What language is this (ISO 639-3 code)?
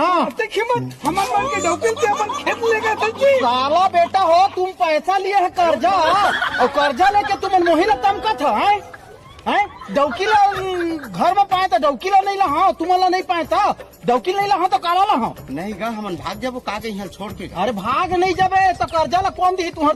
hne